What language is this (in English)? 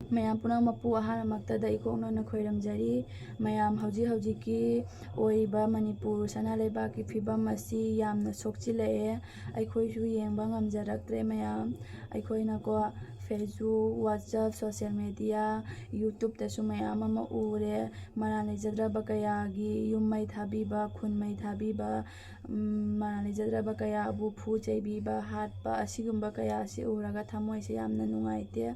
Manipuri